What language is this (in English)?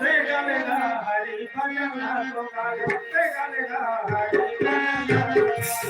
Chhattisgarhi